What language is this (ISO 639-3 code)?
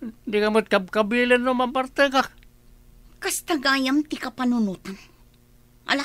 ilo